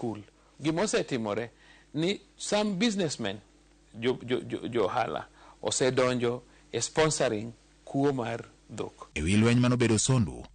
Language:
Luo (Kenya and Tanzania)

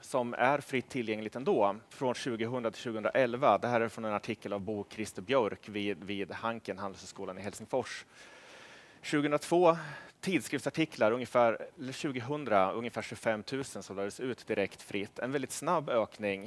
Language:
Swedish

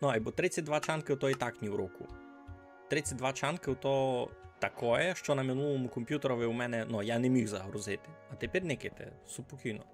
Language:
Rusyn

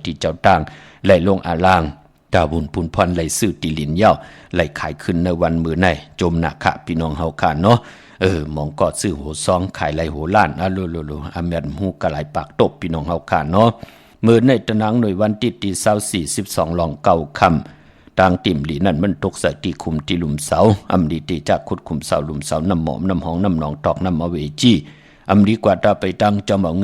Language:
Shan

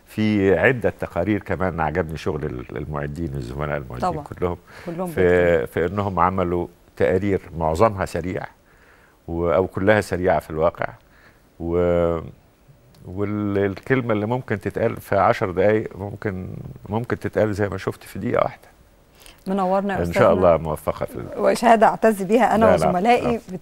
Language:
Egyptian Arabic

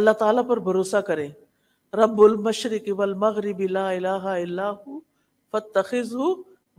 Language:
Urdu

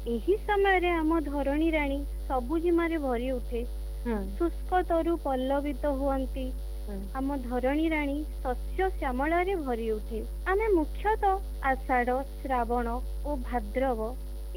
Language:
Odia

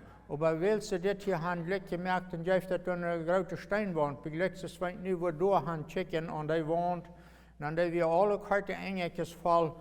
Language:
Plautdietsch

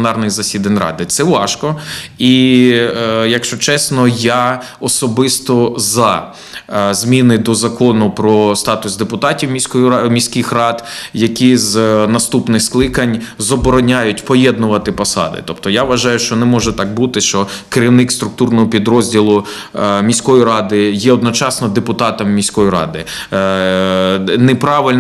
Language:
Ukrainian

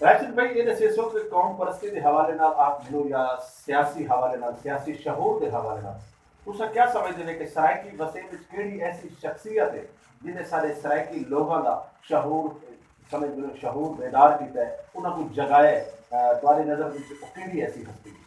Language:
Saraiki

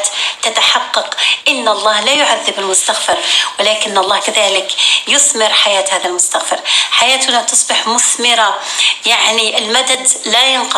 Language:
North Levantine Arabic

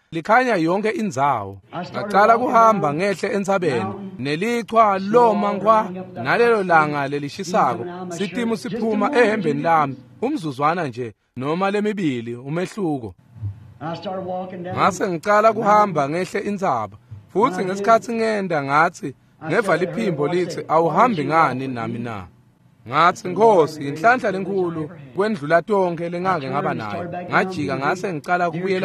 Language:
Swati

